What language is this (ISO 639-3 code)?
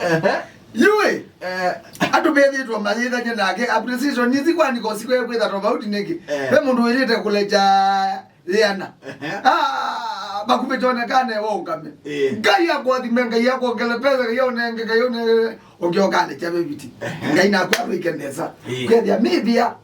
kam